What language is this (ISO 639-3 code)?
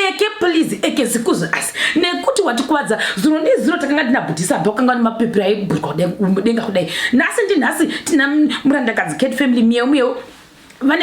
sna